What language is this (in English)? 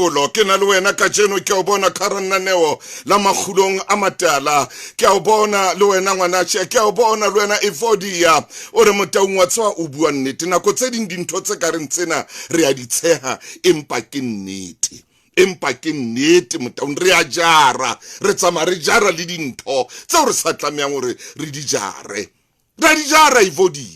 Southern Sotho